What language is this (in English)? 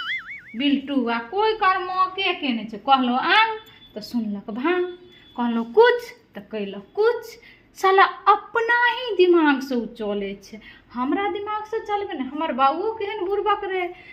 Maithili